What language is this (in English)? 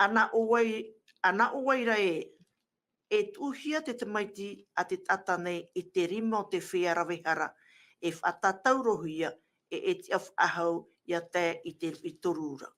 Tahitian